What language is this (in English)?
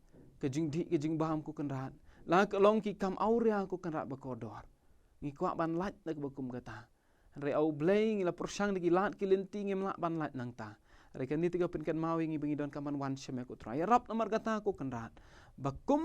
Khasi